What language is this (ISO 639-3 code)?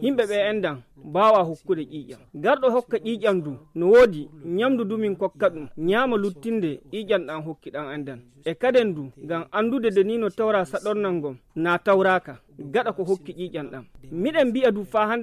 fuv